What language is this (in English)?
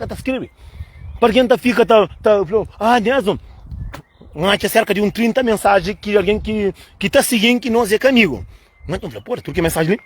Kabuverdianu